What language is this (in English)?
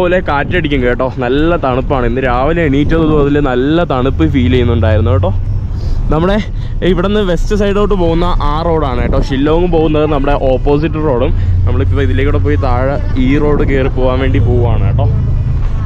Malayalam